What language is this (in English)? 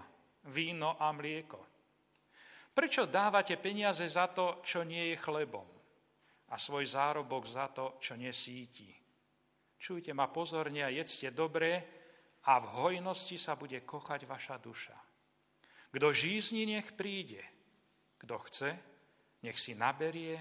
Slovak